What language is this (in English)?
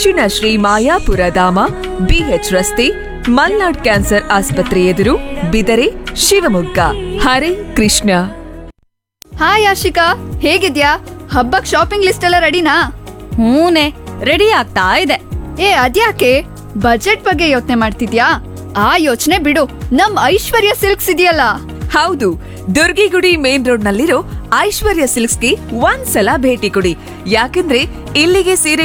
Kannada